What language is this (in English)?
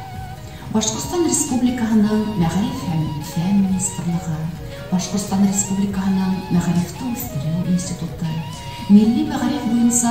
Bashkir